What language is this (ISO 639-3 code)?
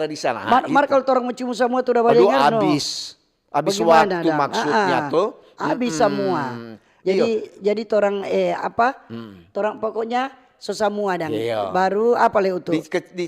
xmm